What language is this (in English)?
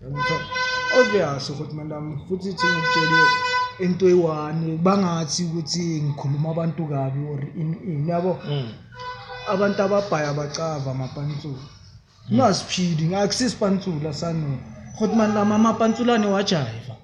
Zulu